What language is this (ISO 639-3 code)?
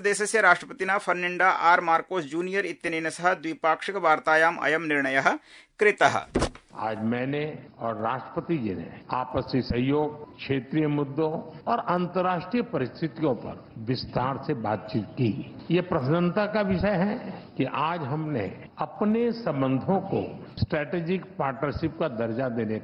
san